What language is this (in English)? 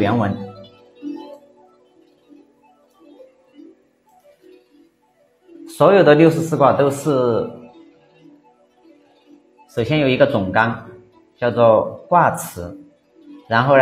Chinese